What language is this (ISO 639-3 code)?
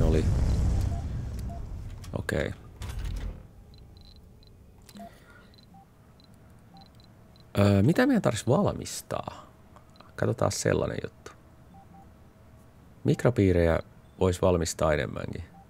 fin